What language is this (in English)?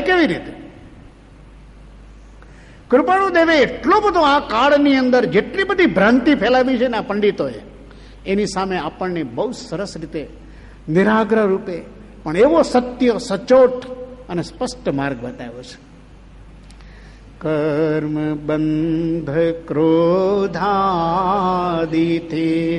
Gujarati